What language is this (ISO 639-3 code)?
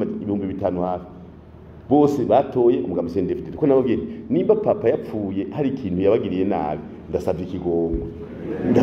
run